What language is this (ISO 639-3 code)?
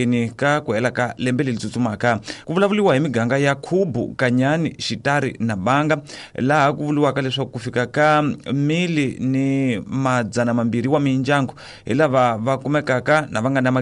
tso